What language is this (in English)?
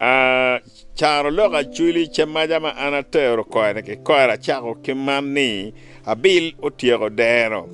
Acoli